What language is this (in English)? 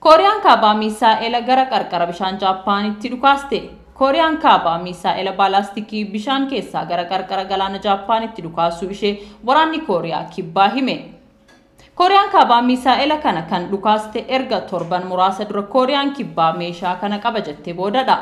Oromo